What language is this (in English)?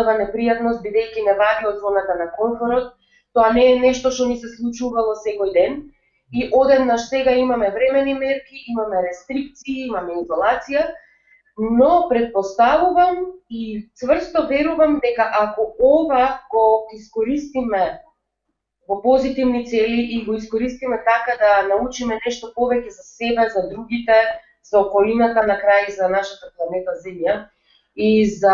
Macedonian